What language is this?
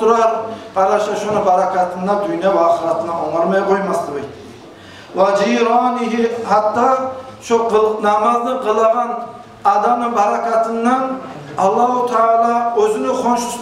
Kumyk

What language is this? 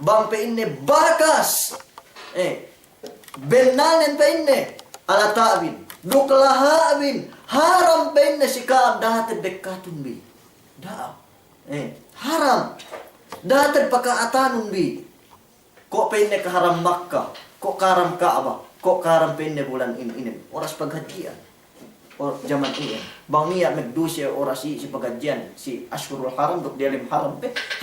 Yakan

